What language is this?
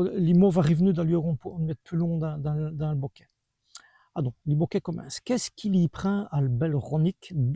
Walloon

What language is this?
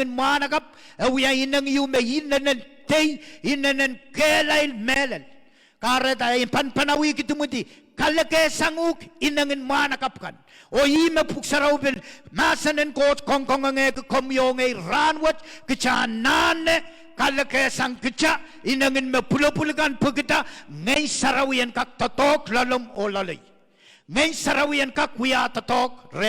Pohnpeian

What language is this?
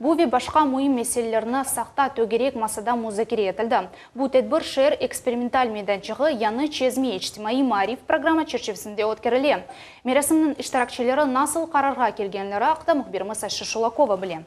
Crimean Tatar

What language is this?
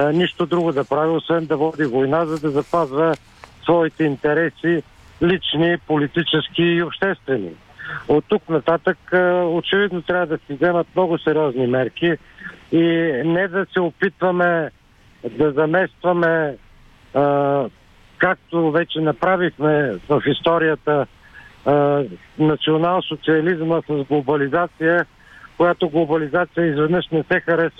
Bulgarian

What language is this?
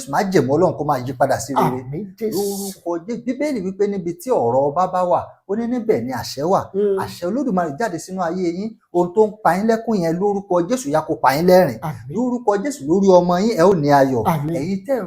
Yoruba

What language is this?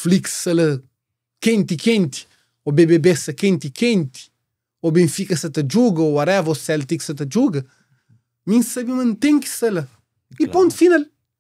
Kabuverdianu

